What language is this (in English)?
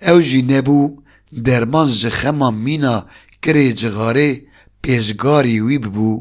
Kurdish